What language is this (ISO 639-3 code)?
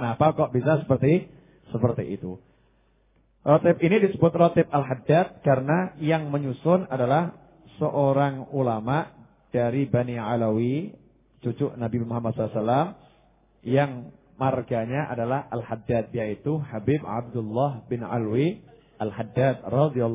ind